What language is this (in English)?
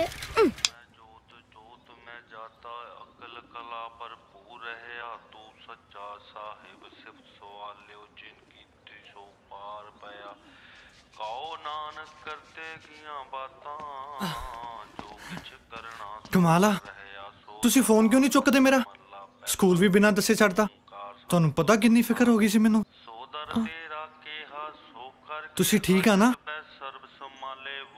Punjabi